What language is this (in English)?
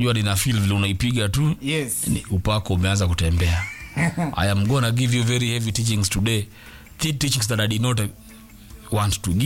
Swahili